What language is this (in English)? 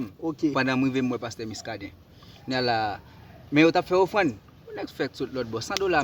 Haitian Creole